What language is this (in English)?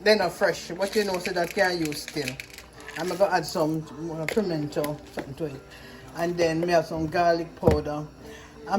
Jamaican Creole English